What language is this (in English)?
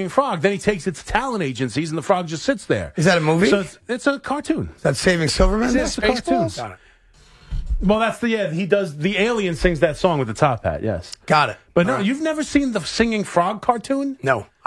English